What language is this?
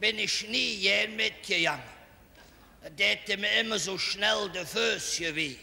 Colognian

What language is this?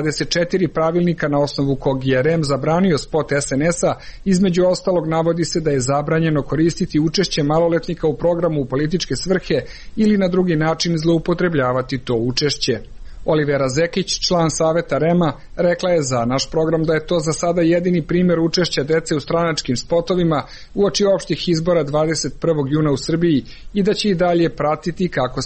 Serbian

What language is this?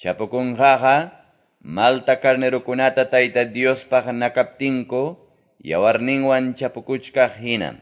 Quechua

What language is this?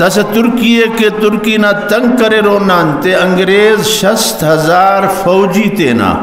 Brahui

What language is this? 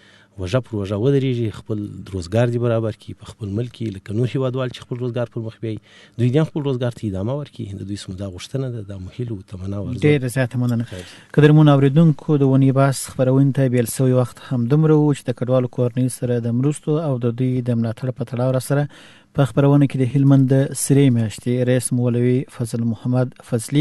Pashto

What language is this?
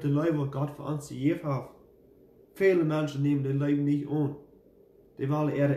Plautdietsch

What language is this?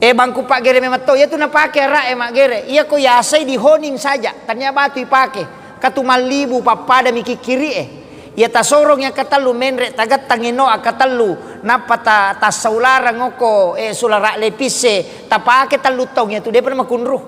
Buginese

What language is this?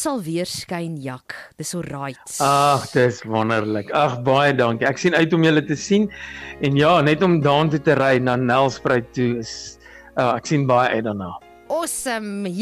Afrikaans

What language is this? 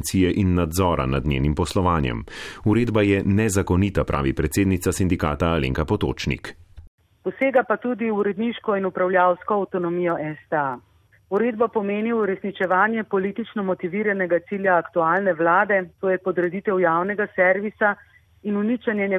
Slovenian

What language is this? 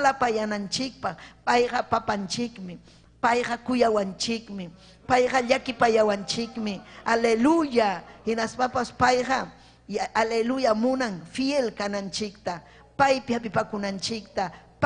Ayacucho Quechua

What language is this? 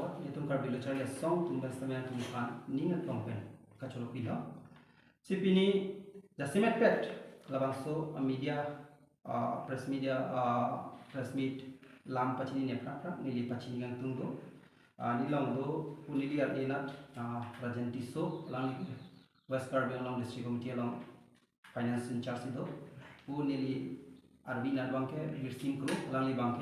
Karbi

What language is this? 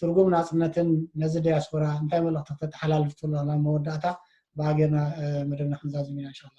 Tigrinya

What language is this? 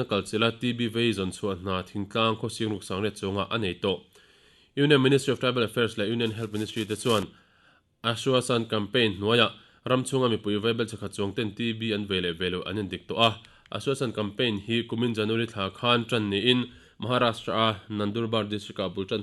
Mizo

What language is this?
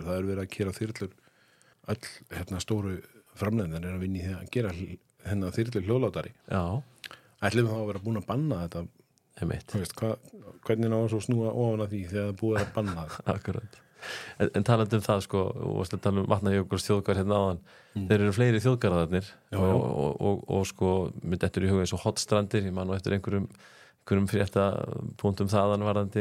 Icelandic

